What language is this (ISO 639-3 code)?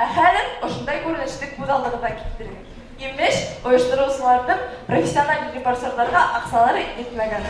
bak